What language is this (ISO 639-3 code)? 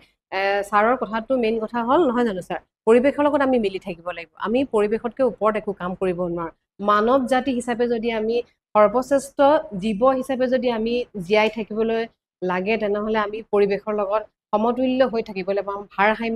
asm